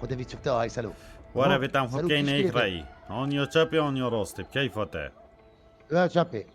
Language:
Kurdish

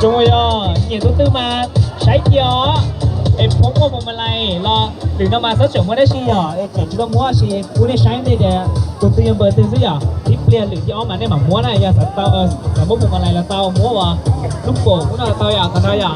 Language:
Hmong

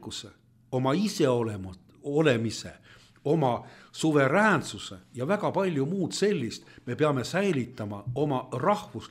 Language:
Estonian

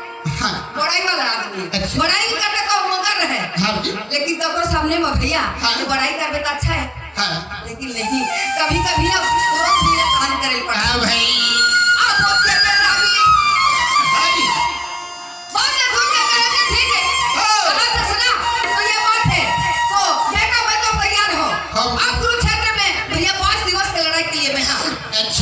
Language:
Chhattisgarhi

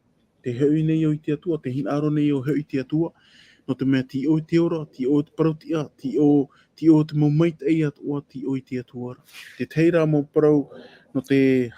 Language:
Tahitian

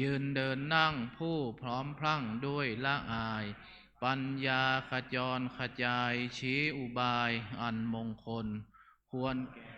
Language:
Pali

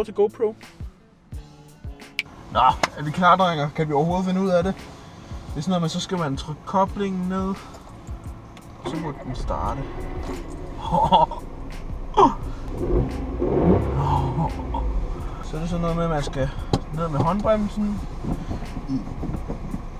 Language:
Danish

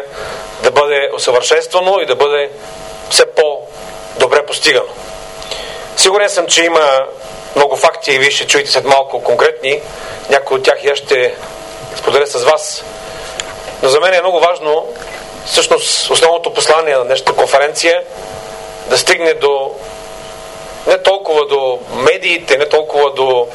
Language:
Bulgarian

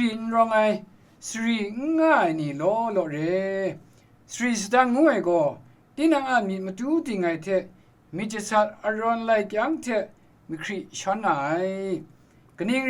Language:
Kachin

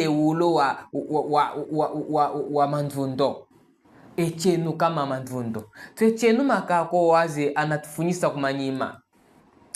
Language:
Chokwe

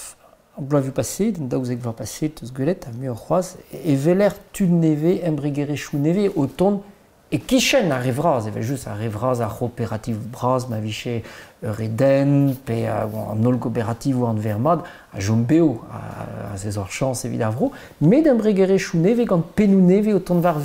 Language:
Breton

